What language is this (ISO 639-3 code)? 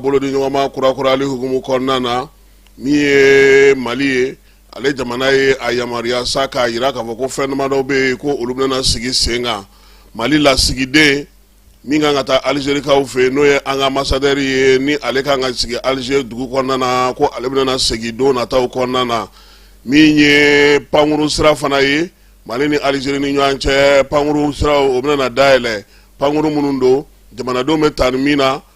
bam